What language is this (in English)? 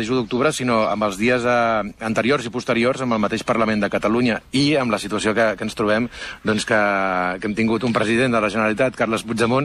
Catalan